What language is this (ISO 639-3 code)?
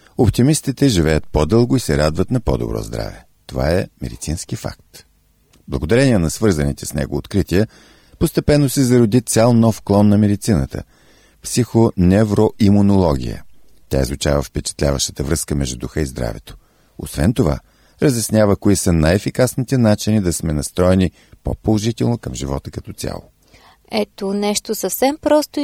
bul